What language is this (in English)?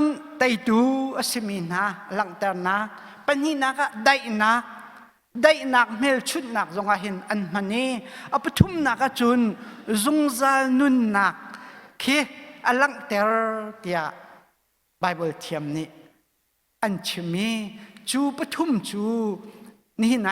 Hakha Chin